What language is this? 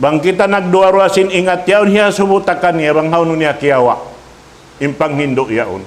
Tausug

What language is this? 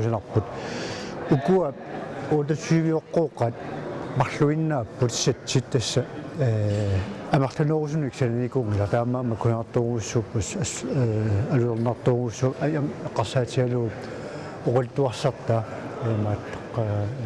Kalaallisut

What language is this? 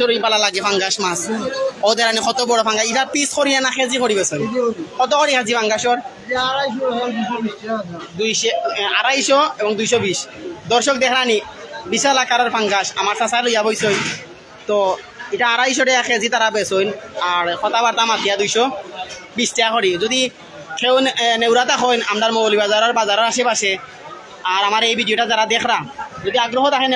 Sylheti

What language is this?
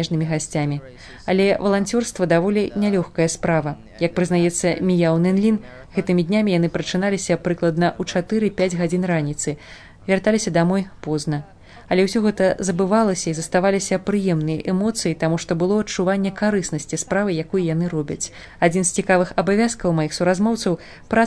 Belarusian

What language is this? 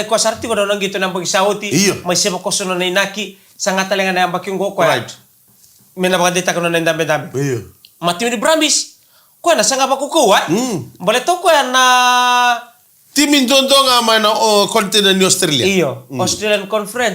Fijian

